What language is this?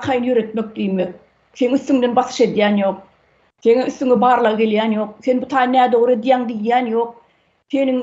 Turkmen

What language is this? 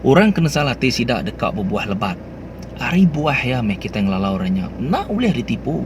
Iban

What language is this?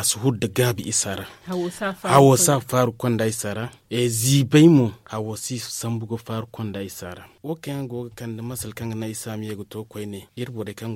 Zarma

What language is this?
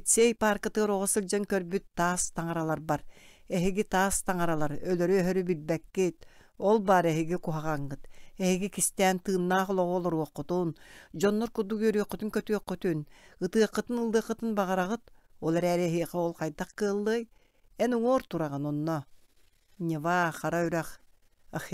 Yakut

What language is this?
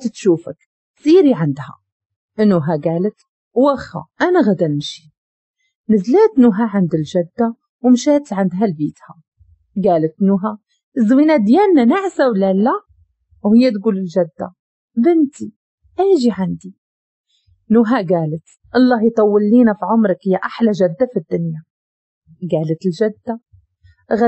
Moroccan Arabic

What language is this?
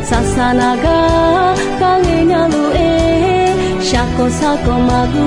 Akha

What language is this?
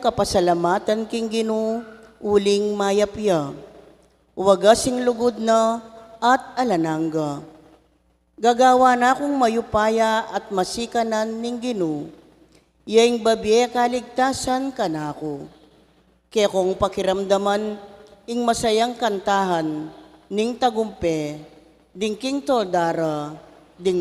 Pampanga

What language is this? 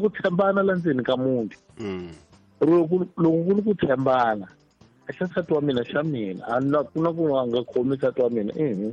Tsonga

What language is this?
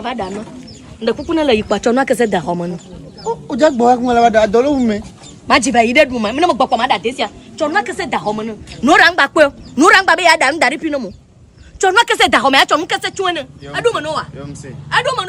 Ewe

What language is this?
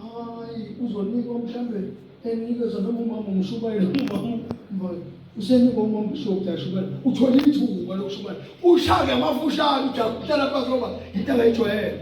Zulu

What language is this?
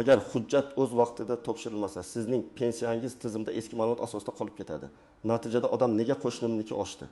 Uzbek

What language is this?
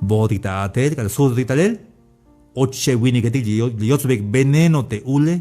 Tzeltal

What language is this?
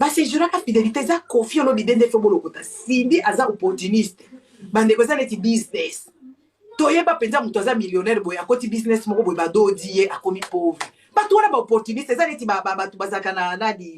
Lingala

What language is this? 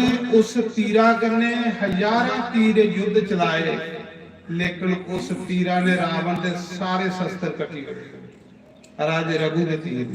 Dogri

